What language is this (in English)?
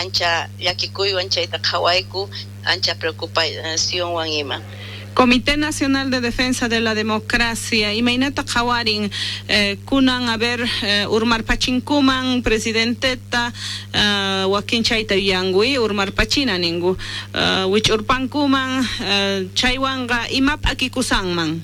South Bolivian Quechua